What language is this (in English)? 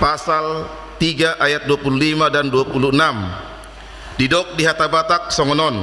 Batak Toba